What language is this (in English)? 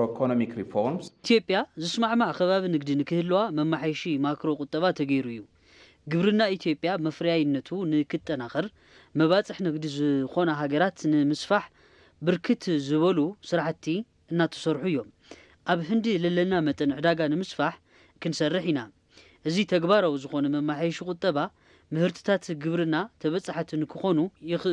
Tigrinya